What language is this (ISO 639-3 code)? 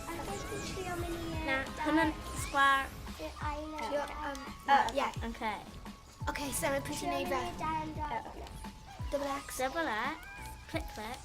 cym